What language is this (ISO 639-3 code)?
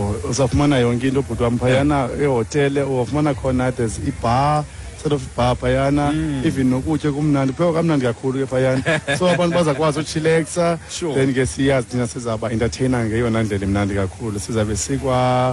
xho